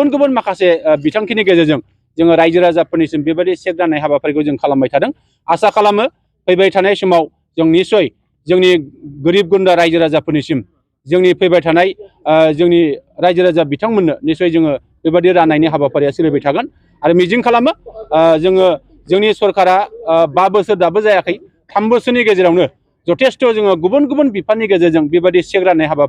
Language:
Bodo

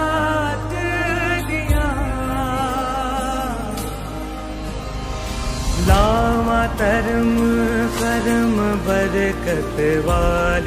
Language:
Punjabi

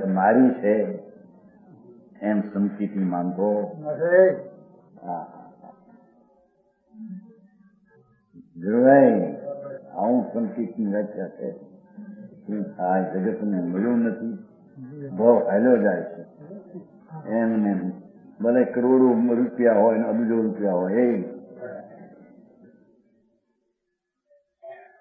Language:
Gujarati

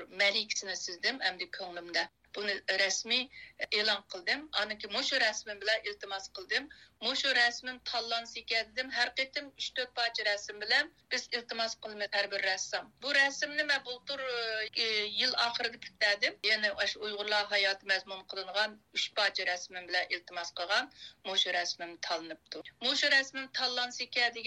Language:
Uyghur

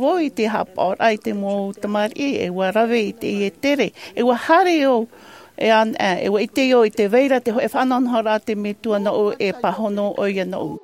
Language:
Tahitian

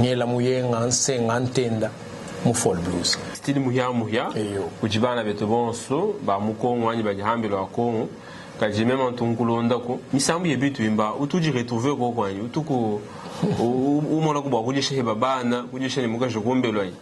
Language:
Luba-Lulua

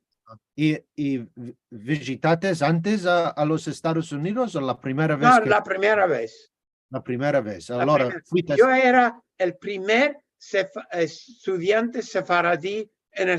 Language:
Ladino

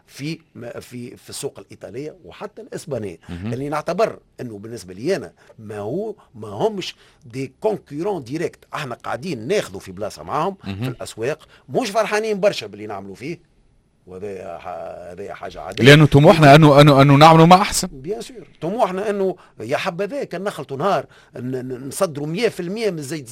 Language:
Tunisian Arabic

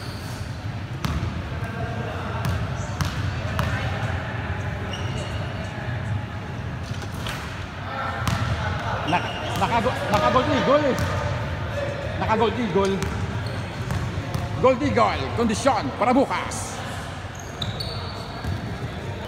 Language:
Filipino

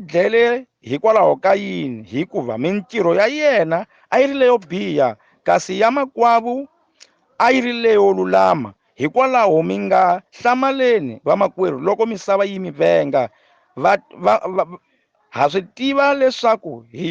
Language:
Tsonga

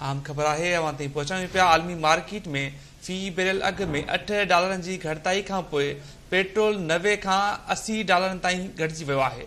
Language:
Sindhi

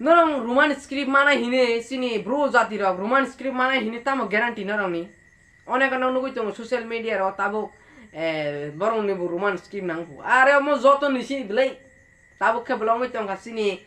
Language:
Riang (India)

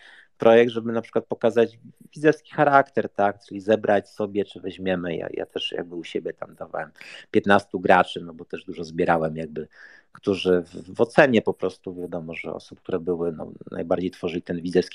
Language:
Polish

